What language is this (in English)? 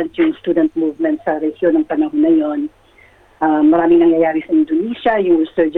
Filipino